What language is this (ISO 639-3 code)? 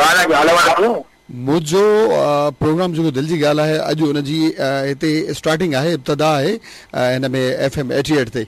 snd